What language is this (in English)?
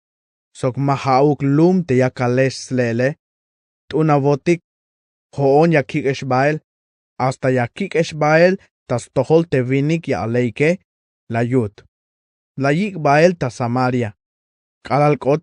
Tzeltal